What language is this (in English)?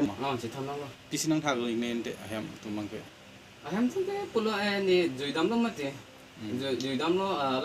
Karbi